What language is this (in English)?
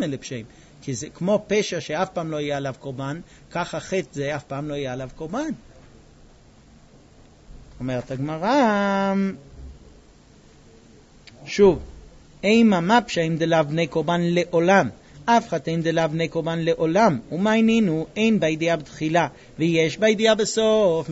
Hebrew